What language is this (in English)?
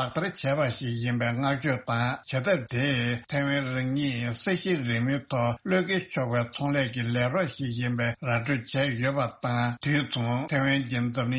Tibetan